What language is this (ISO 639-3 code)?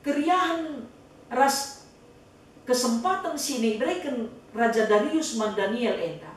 btx